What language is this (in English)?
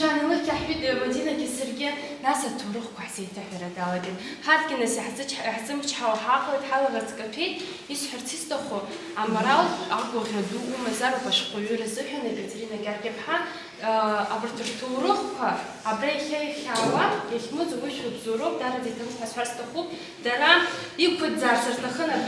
Abkhazian